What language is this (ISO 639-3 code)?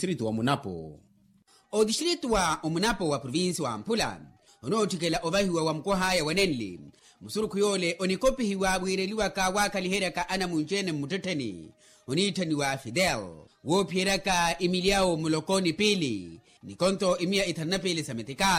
vmw